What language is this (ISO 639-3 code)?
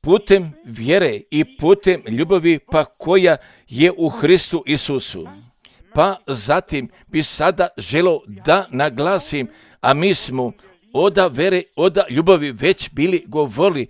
srp